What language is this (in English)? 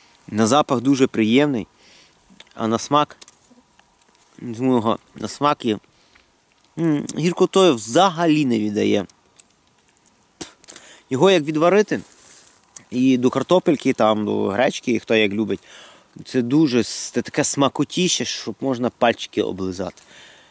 Ukrainian